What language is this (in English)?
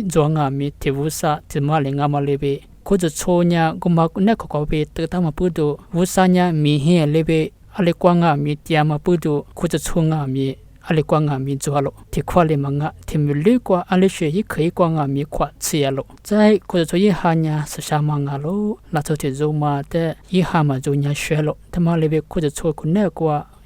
Lisu